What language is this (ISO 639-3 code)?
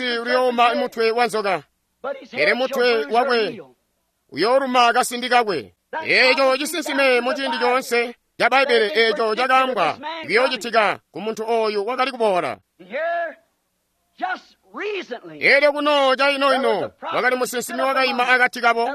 toi